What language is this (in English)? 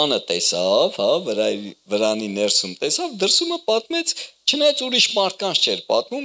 Armenian